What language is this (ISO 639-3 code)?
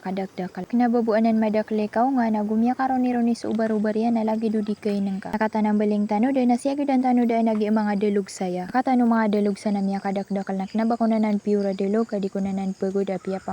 mrw